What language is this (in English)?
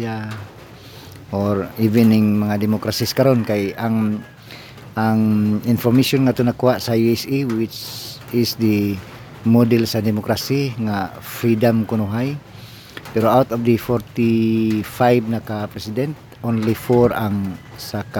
Cebuano